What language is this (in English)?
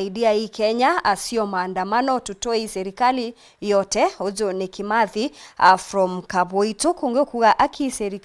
Meru